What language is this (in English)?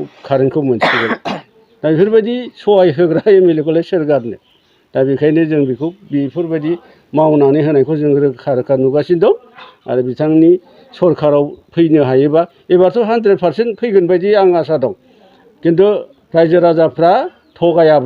Bodo